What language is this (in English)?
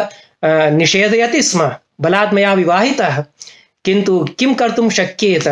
Sanskrit